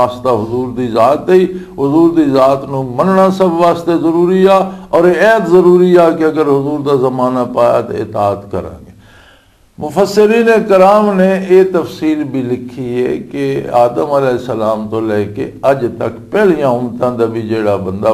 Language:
Western Panjabi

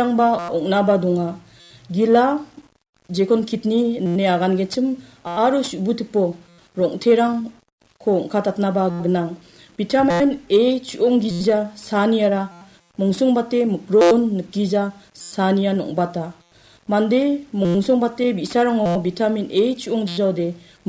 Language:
Garo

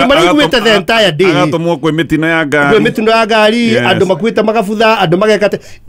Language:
Kikuyu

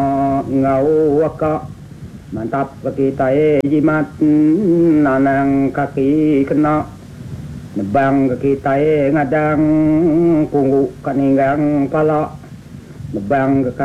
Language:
Iban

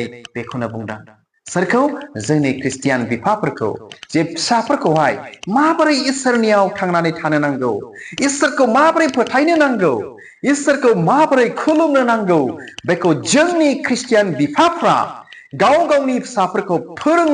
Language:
Bodo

